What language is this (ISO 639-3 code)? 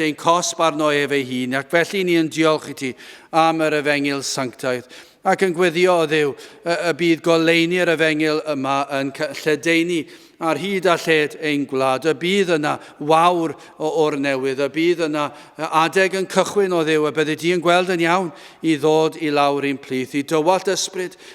cym